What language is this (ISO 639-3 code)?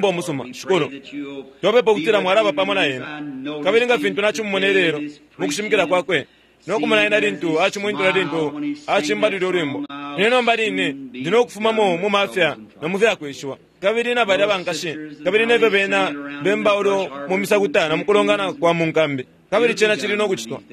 bem